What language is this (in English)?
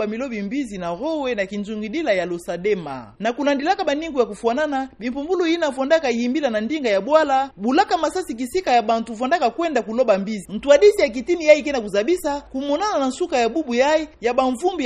Kituba (Democratic Republic of Congo)